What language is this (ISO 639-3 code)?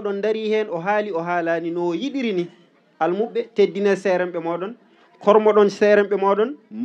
ful